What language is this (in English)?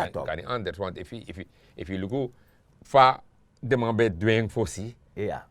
Sranan Tongo